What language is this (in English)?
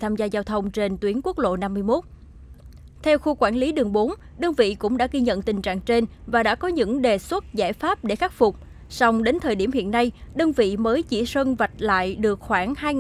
Vietnamese